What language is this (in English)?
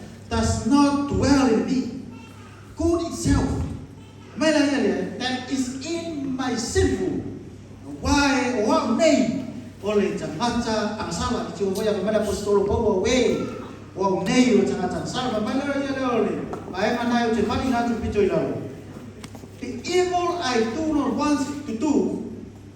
Samoan